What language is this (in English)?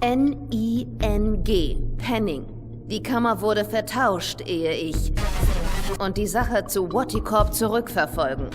Swiss German